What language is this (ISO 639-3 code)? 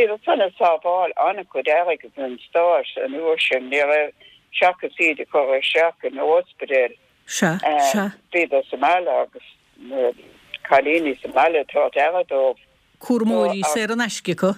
gle